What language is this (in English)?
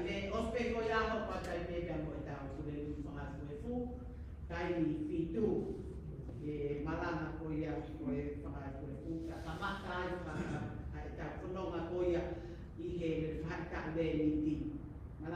Tongan